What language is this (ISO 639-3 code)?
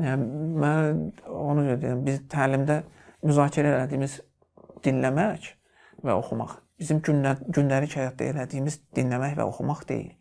aze